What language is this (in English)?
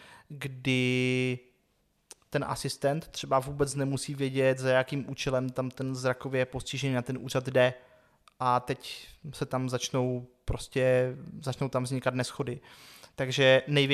Czech